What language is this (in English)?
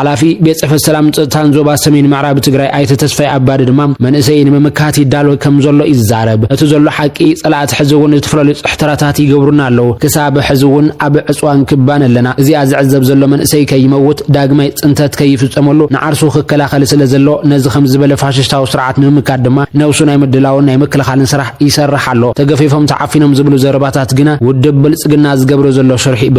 Tigrinya